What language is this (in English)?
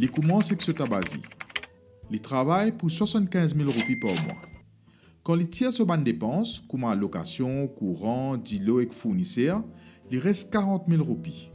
Morisyen